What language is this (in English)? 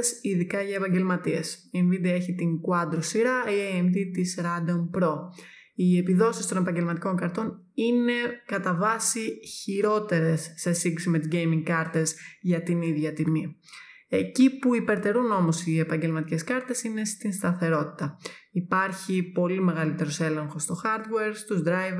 Greek